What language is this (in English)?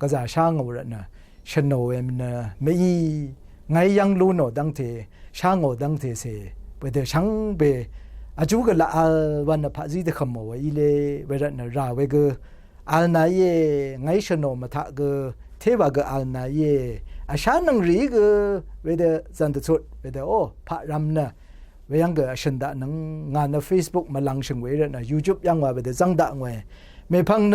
Rawang